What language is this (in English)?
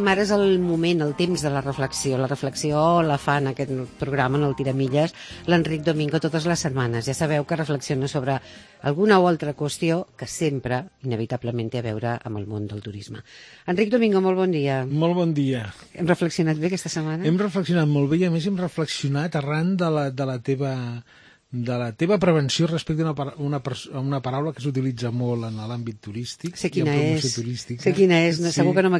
Catalan